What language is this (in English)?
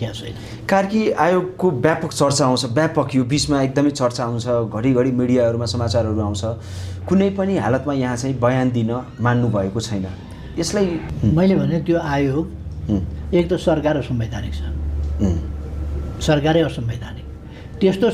Nepali